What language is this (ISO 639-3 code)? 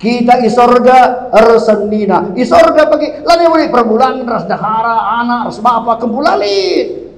btx